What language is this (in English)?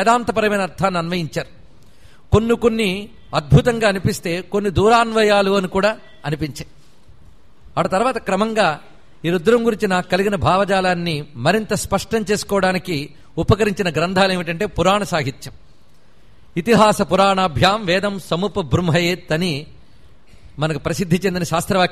Telugu